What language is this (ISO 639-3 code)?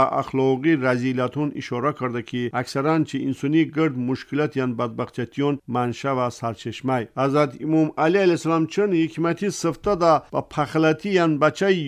tgk